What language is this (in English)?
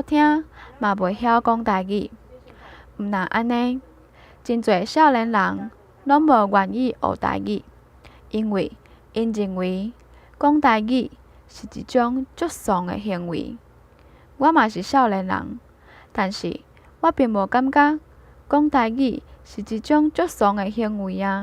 Min Nan Chinese